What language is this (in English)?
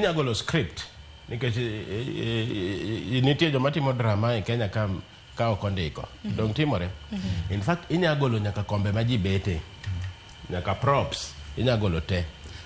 Luo (Kenya and Tanzania)